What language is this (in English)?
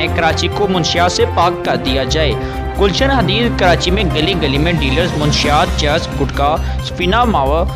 Urdu